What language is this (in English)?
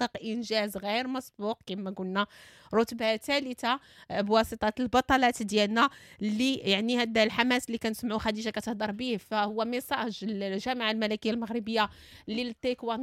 Moroccan Arabic